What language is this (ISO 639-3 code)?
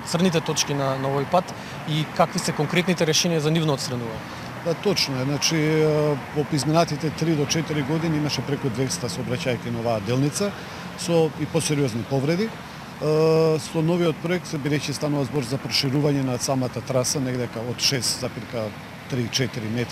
mkd